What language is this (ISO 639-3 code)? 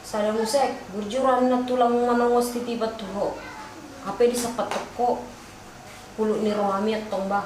bbc